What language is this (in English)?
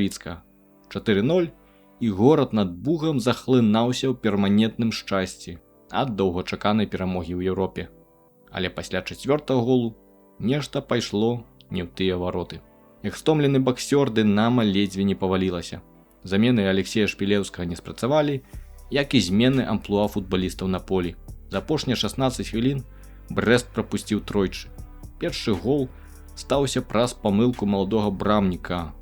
Belarusian